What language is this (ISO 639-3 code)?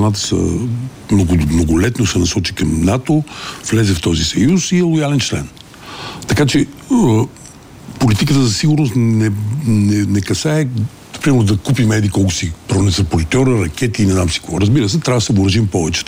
bul